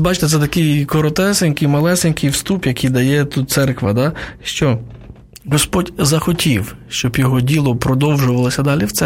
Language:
Ukrainian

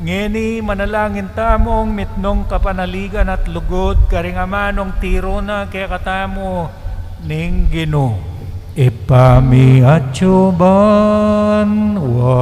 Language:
Pampanga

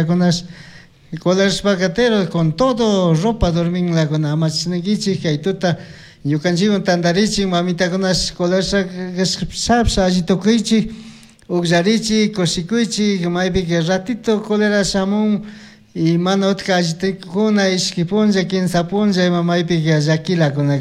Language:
Chimborazo Highland Quichua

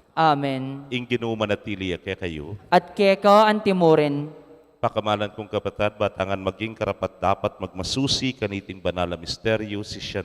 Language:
Pampanga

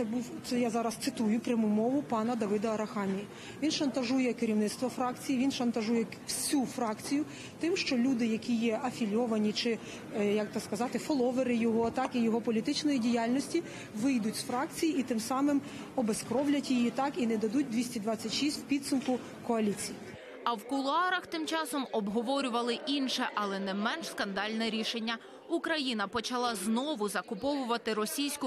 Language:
Ukrainian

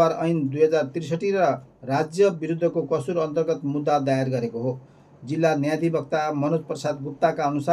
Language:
Nepali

